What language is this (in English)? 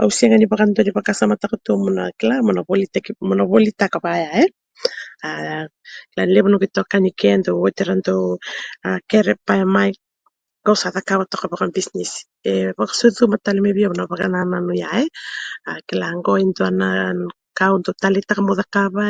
Fijian